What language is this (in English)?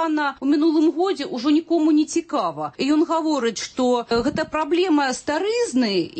Belarusian